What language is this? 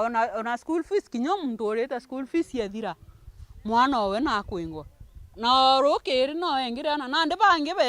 Meru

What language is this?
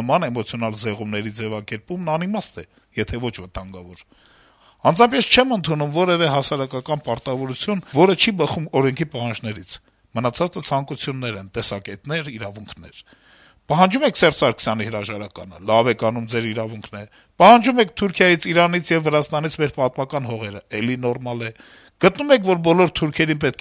Armenian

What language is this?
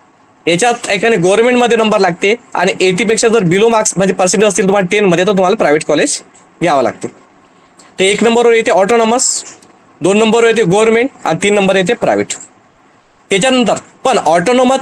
Marathi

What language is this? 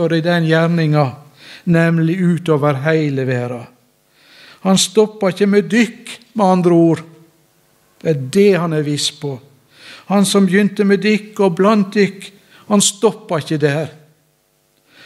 Norwegian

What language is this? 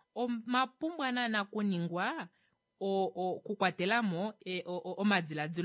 Kuanyama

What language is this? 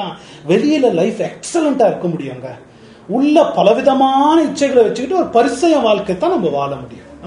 Tamil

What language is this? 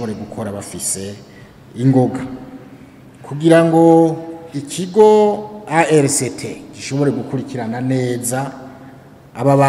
Rundi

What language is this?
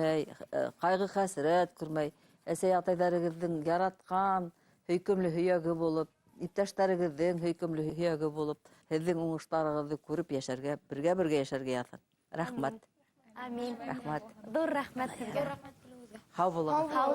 Bashkir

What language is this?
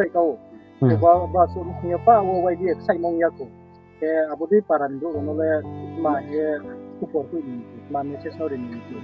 Riang (India)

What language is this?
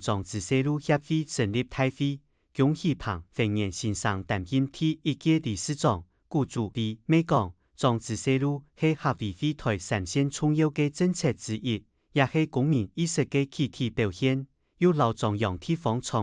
Hakka Chinese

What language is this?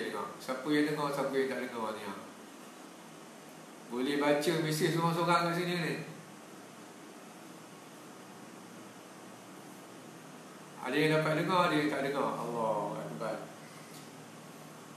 Malay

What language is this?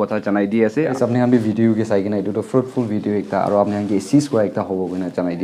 Naga Pidgin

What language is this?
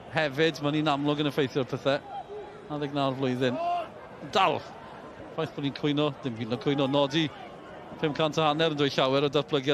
Welsh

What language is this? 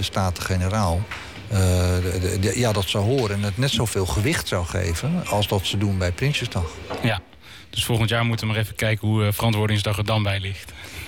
Dutch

